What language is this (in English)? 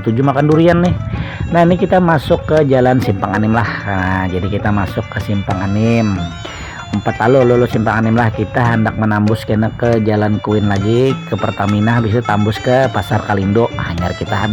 Banjar